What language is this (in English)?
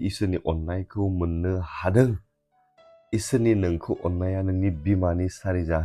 Bodo